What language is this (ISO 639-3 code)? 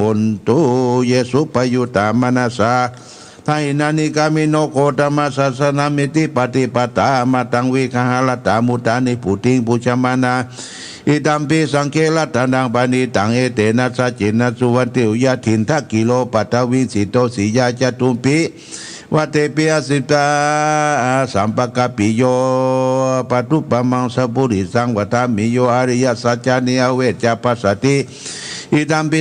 pli